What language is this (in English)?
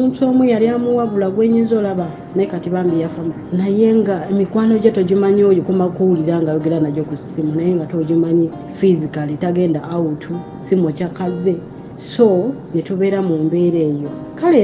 Ganda